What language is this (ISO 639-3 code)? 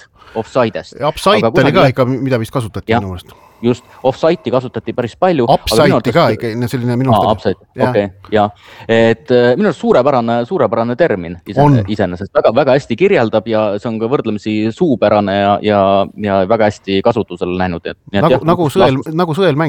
est